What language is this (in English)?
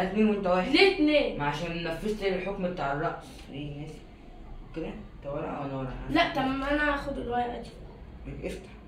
Egyptian Arabic